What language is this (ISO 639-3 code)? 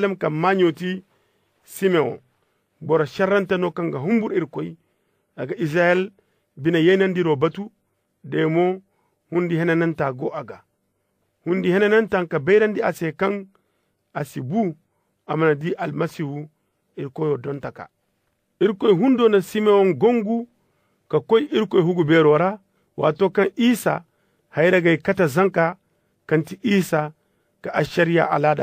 ses